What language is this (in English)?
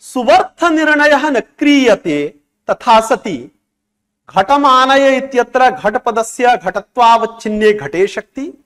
Sanskrit